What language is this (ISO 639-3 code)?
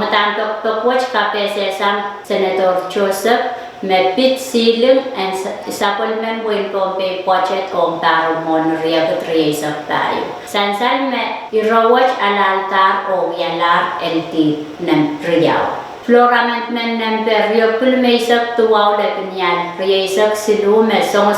pon